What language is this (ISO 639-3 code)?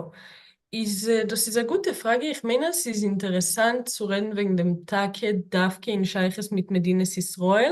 yid